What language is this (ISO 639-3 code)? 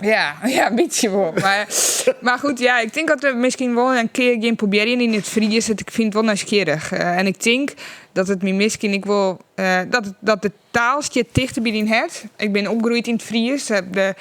fry